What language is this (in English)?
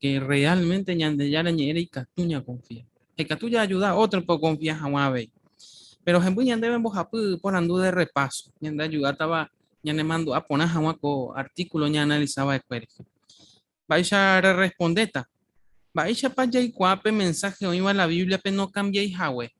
Guarani